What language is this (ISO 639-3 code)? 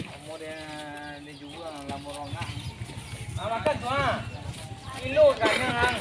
min